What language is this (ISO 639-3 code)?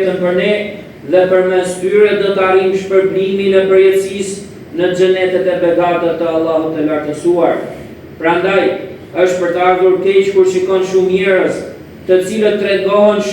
sqi